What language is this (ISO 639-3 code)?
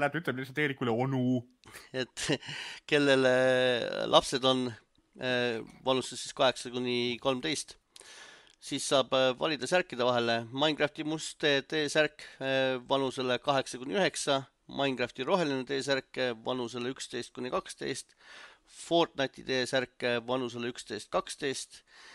est